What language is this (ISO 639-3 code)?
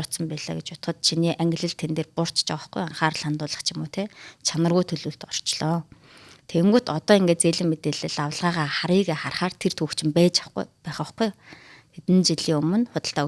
mon